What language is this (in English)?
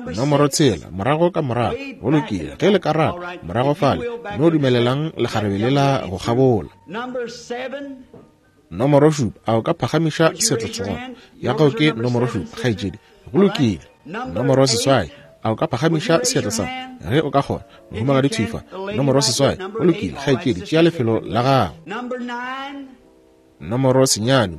Northern Sotho